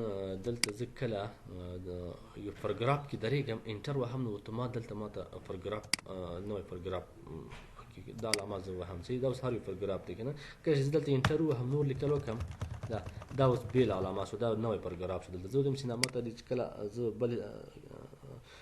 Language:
Pashto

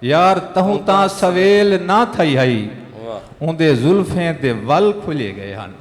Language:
Saraiki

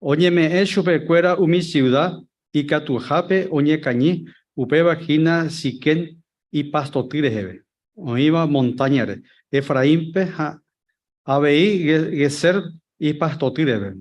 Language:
Guarani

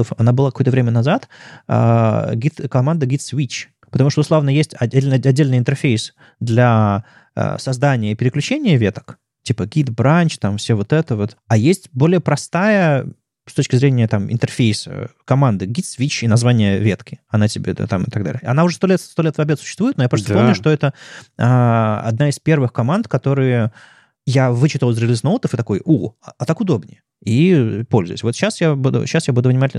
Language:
Russian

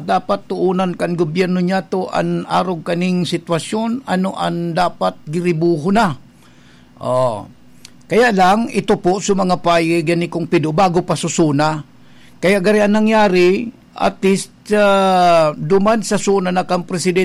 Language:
Bikol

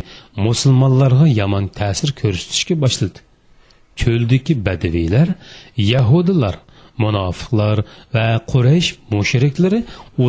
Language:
Uyghur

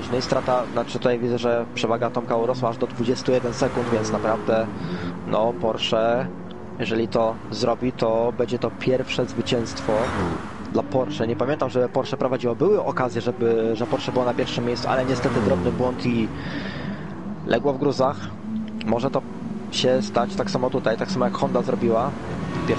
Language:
Polish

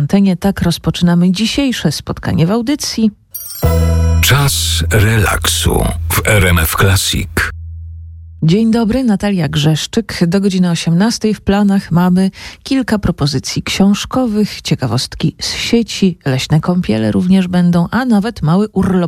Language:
Polish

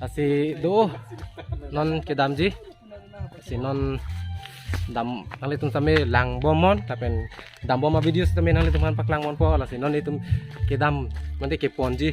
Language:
Karbi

